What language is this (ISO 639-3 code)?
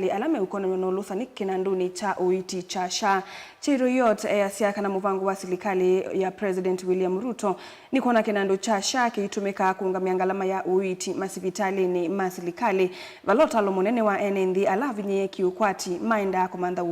kam